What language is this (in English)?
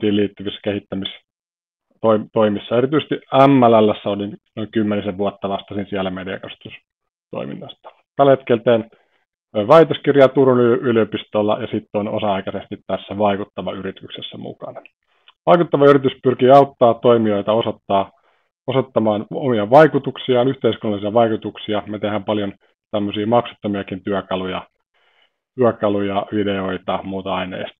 Finnish